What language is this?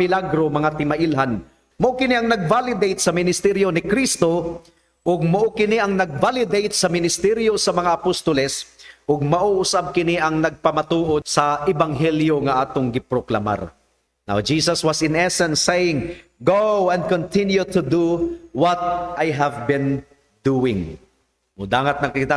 Cebuano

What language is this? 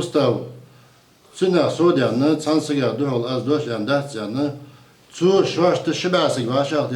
Ingush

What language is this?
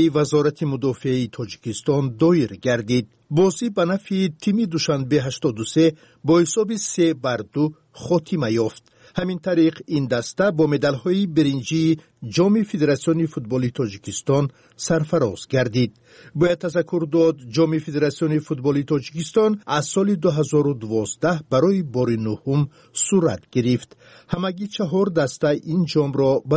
Tajik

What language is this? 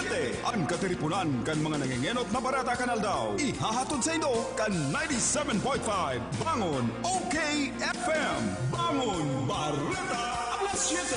Bikol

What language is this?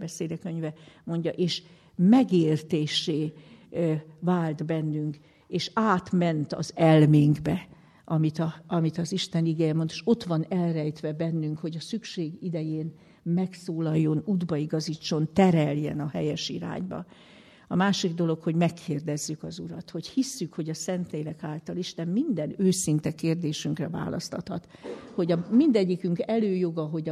Hungarian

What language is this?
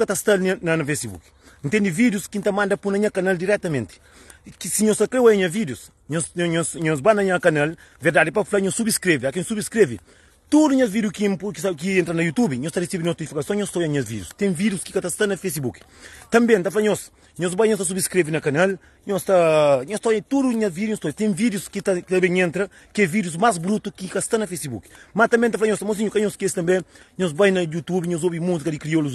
Kabuverdianu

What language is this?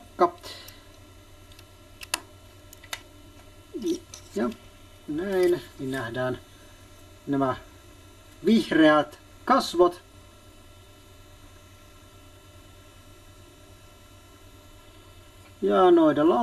Finnish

